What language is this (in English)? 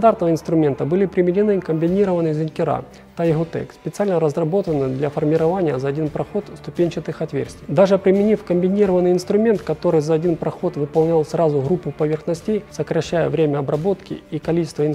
Russian